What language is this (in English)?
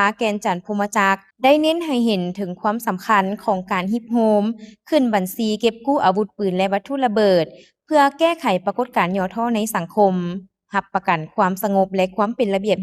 Lao